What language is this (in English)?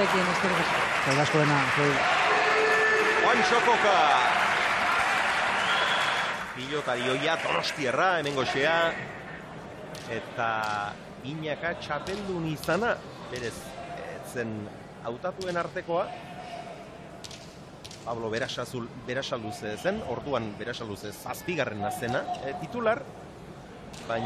Basque